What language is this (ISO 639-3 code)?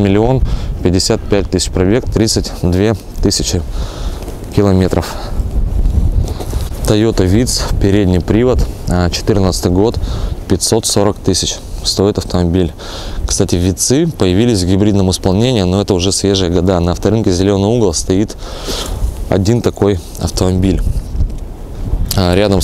rus